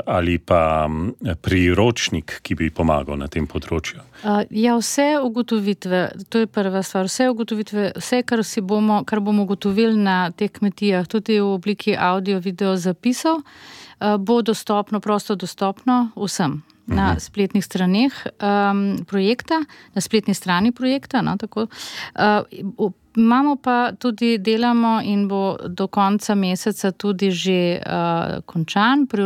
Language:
Slovenian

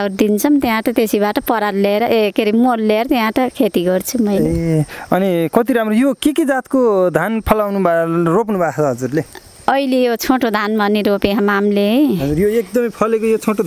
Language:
Nepali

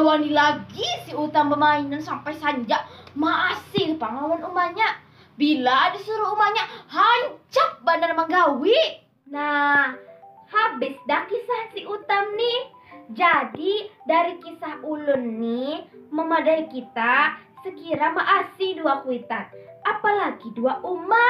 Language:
Banjar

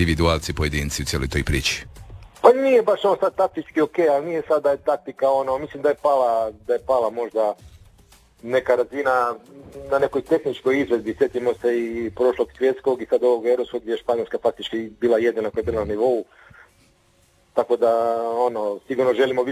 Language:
Croatian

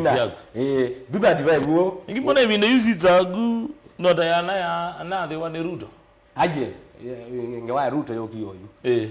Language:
Kamba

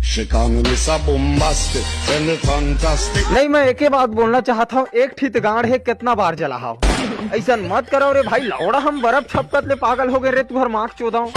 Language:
Chhattisgarhi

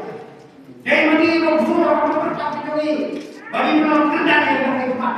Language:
Khasi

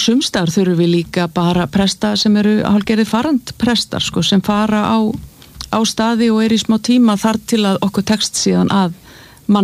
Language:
Icelandic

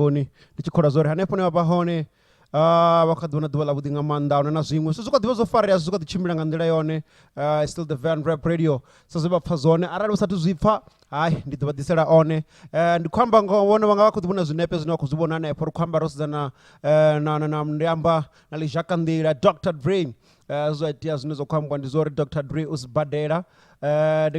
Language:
Venda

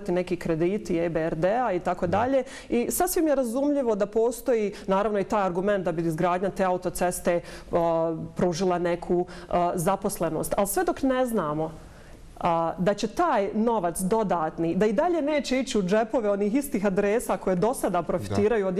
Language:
Bosnian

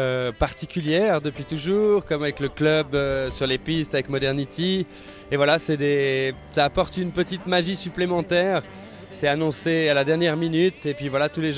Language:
French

